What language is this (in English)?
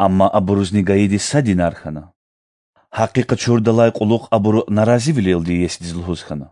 Lezghian